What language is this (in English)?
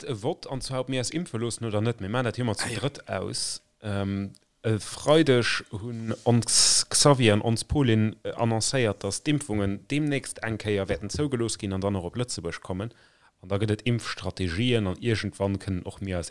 Luxembourgish